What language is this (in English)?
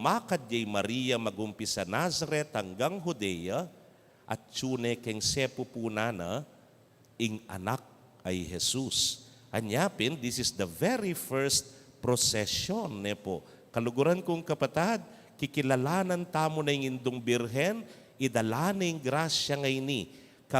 Pampanga